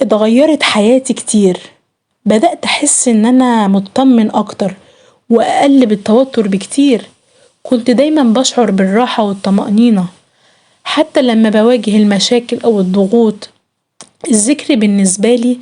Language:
Egyptian Arabic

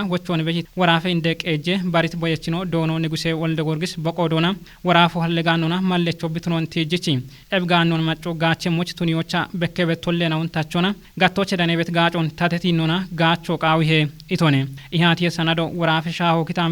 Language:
Kafa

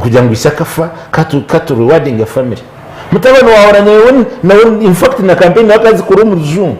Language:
Nyankole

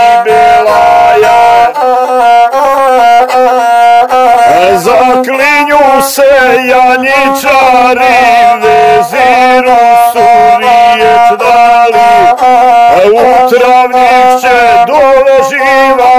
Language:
Serbian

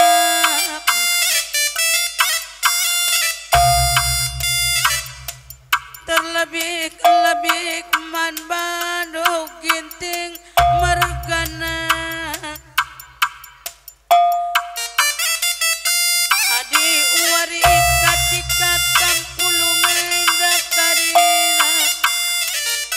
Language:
Batak Karo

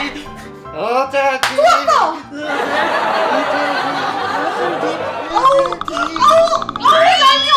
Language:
Korean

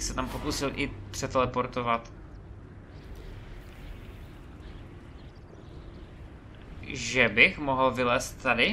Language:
Czech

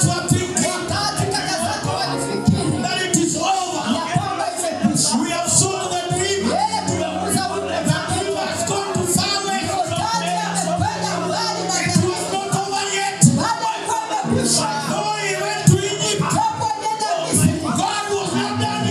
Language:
Swahili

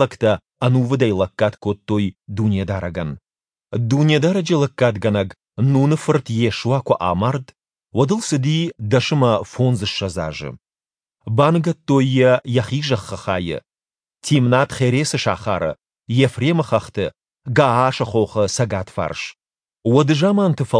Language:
Ossetic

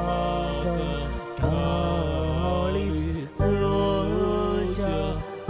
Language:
Konkani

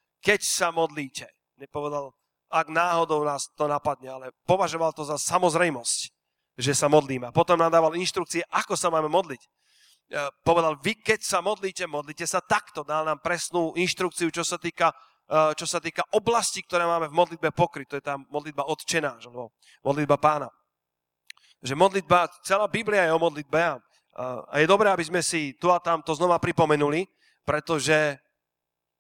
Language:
Slovak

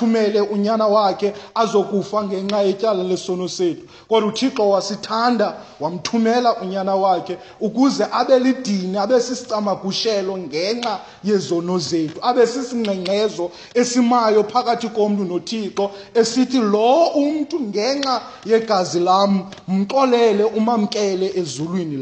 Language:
Xhosa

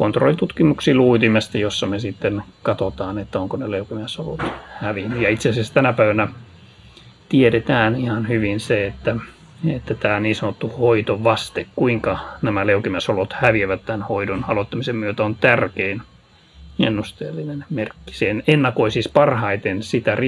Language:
Finnish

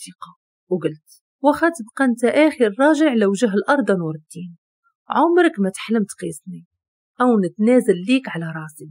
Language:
Moroccan Arabic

